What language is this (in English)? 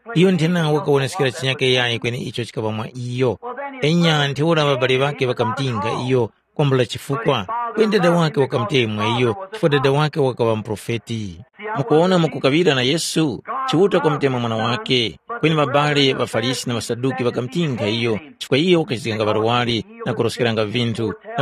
Tumbuka